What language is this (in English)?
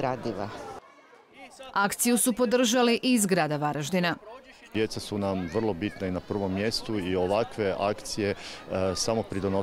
Croatian